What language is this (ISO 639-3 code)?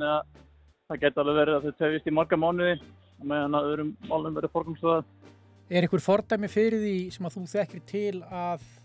isl